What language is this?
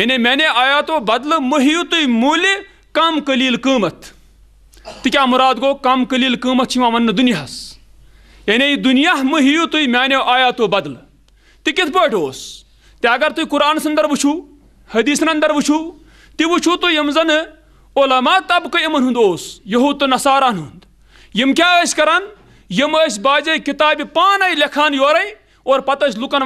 Kashmiri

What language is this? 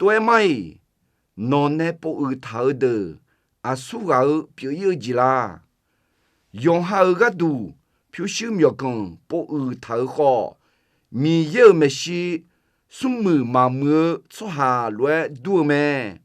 Akha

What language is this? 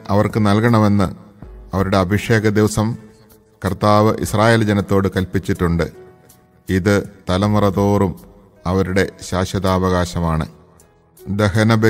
Malayalam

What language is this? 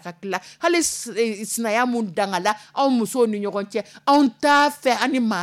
Dyula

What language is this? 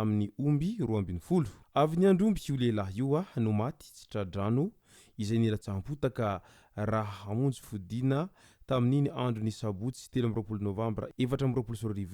Malagasy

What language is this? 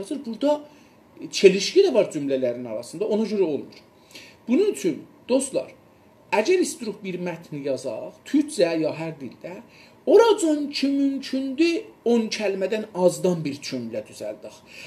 South Azerbaijani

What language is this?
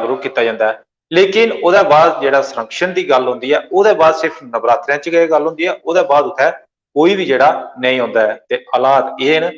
Dogri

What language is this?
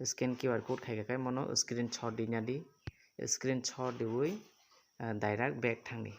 Kok Borok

